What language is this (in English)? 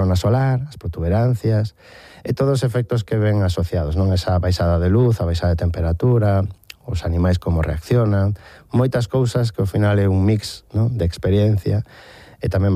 Galician